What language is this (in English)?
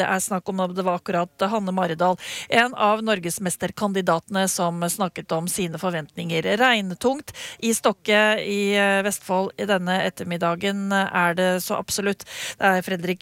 Norwegian